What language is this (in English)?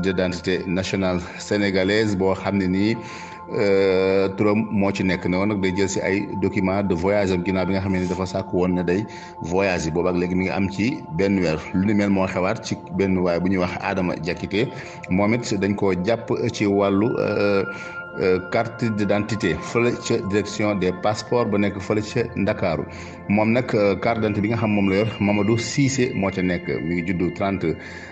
Wolof